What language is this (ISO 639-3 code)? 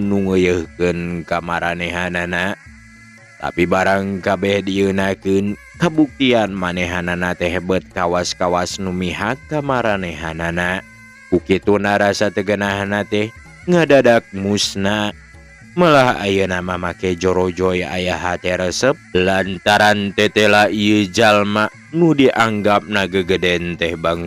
sun